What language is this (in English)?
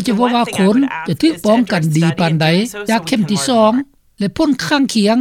Lao